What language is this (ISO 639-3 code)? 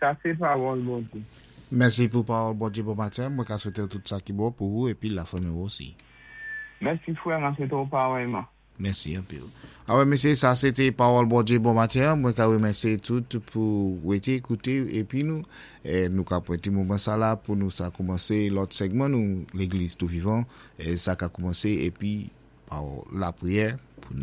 acf